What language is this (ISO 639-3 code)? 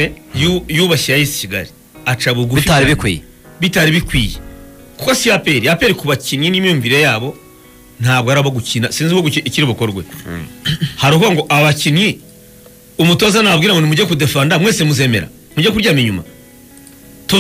kin